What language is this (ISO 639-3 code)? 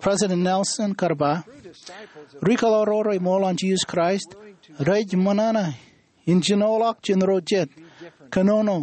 mah